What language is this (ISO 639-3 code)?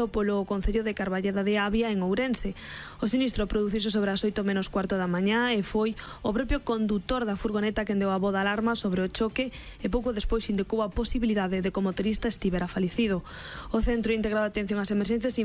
glg